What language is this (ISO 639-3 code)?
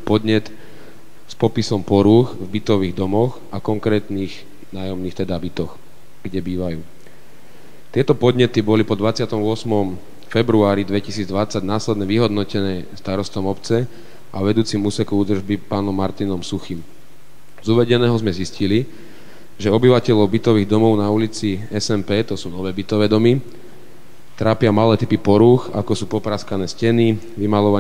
slk